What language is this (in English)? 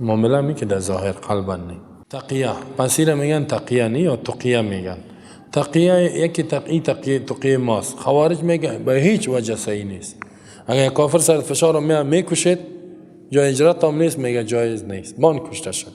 Persian